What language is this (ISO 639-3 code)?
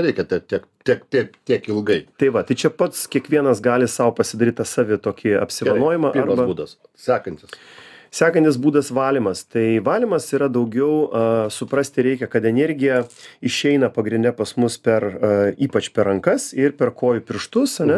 lit